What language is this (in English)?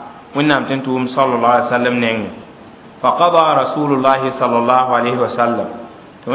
Mossi